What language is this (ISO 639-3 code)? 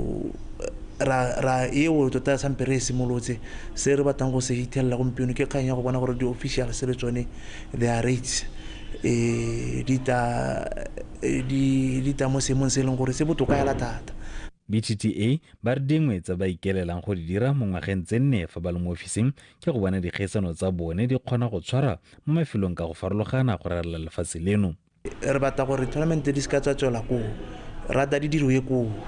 tsn